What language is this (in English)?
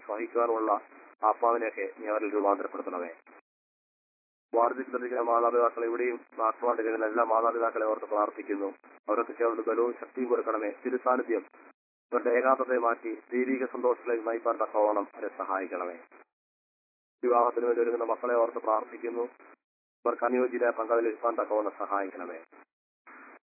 Malayalam